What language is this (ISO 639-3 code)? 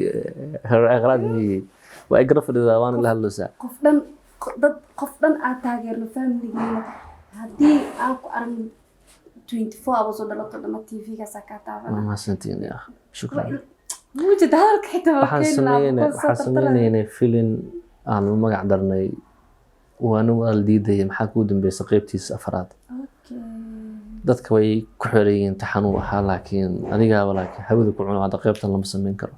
som